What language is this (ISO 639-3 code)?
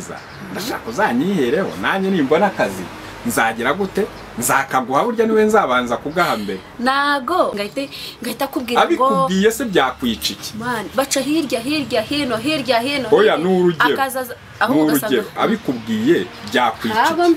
kin